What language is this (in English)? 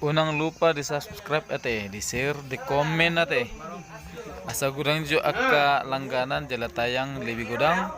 Batak Toba